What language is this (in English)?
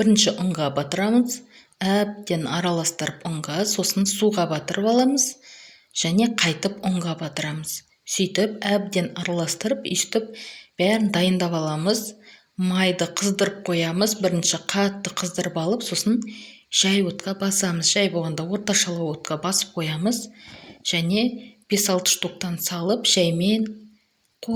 Kazakh